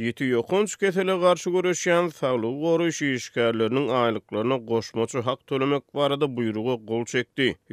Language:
Turkmen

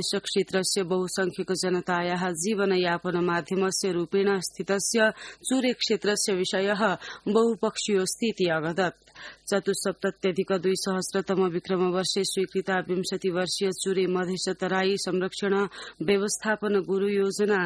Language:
Sanskrit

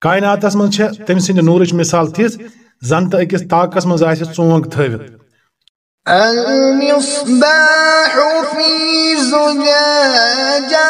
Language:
Kashmiri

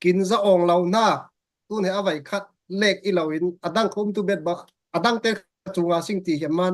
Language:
Falam Chin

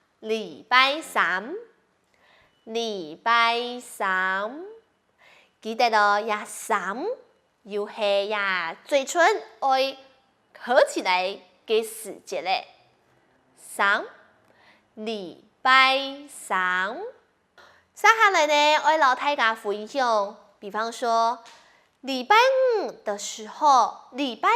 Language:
Hakka Chinese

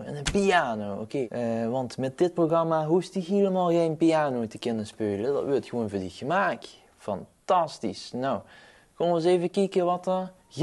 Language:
Limburgish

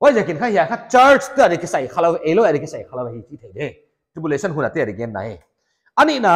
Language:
Paite Chin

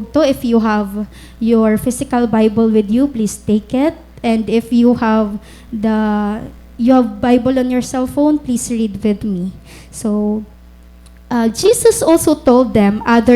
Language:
Waray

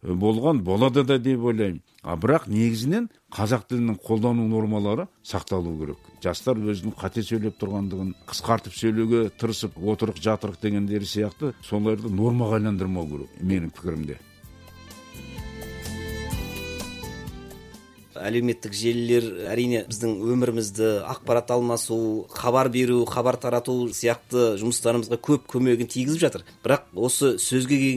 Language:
Kazakh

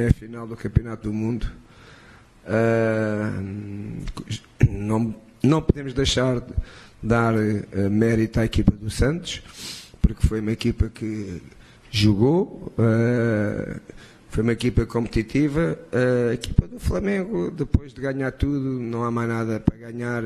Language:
Portuguese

